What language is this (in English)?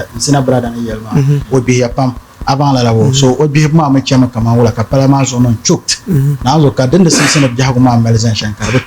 Dagbani